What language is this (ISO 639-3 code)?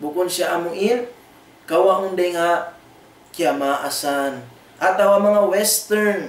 tsg